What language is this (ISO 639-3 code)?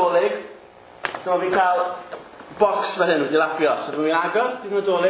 cym